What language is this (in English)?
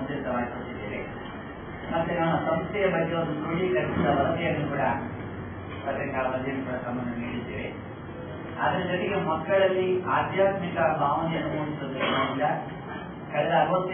Kannada